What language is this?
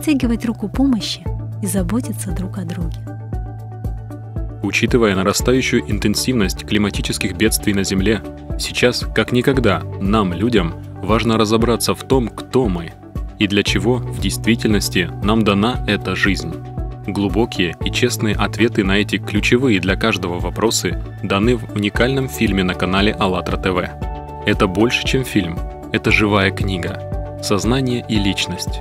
Russian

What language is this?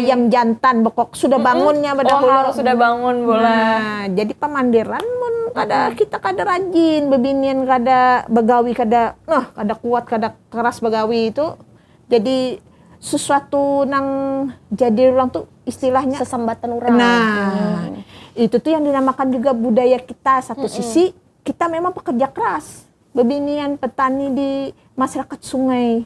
Banjar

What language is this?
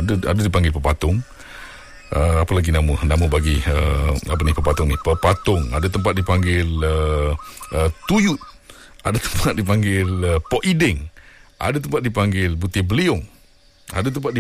Malay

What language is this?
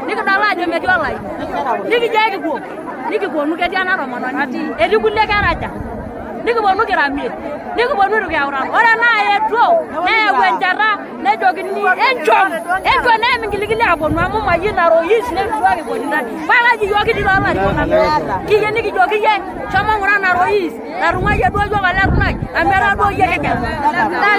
Masai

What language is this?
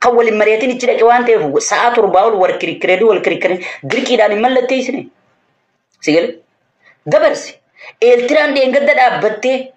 Oromo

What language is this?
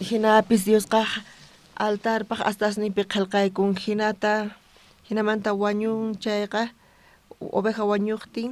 South Bolivian Quechua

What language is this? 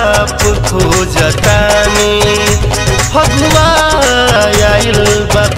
Bhojpuri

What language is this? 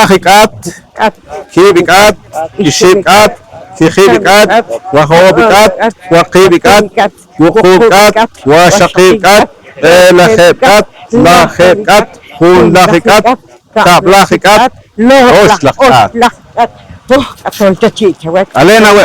Poqomchi'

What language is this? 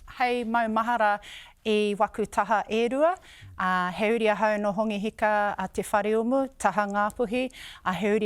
Māori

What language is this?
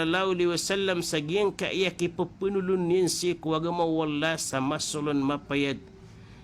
Maranao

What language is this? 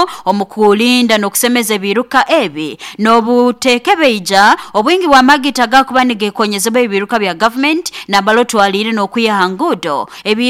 Nyoro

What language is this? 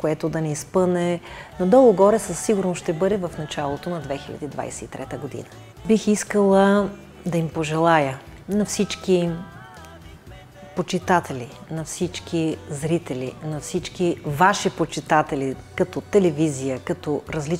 Bulgarian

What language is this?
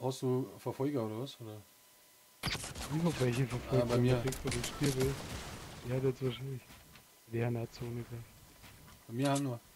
Bavarian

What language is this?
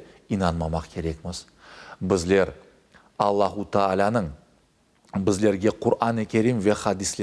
Crimean Tatar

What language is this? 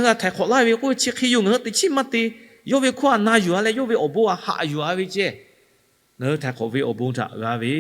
Lahu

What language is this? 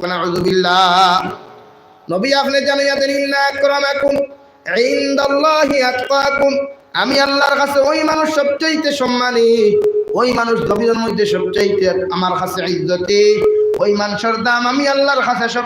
Sylheti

